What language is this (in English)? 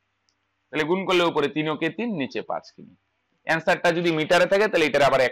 Bangla